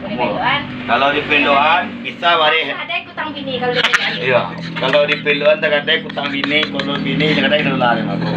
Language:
Minangkabau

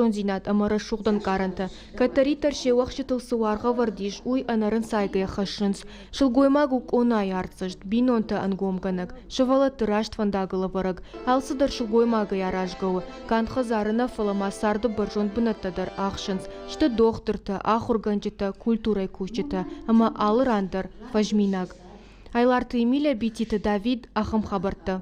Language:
Ossetic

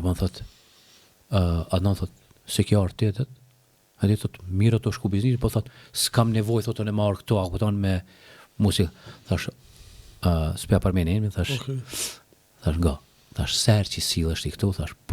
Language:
Albanian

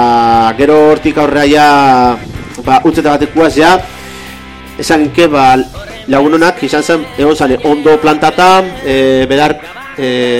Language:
Basque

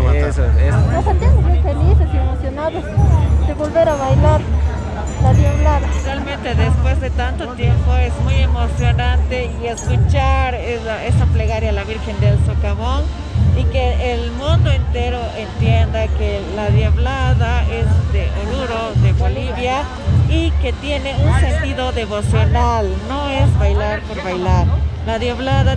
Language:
Spanish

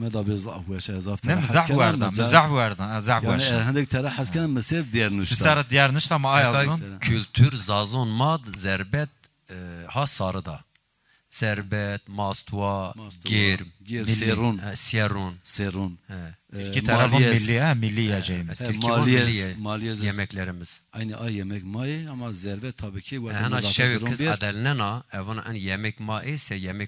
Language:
Zaza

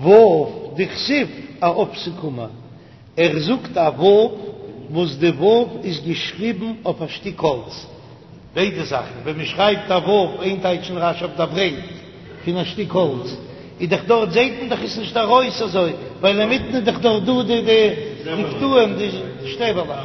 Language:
Yiddish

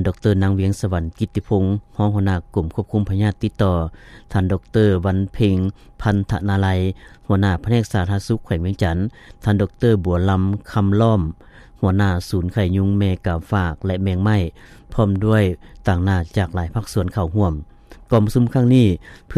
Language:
Lao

